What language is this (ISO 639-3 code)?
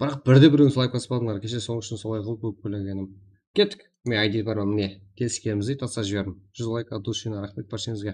kaa